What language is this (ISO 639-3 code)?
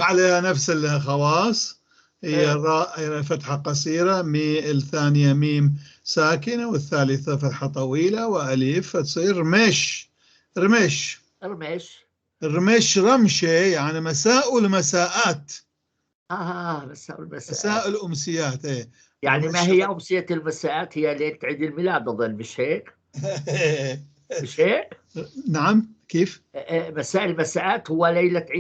apc